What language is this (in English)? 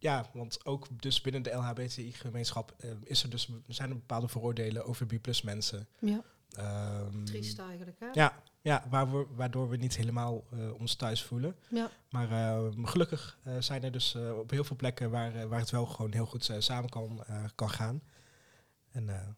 Dutch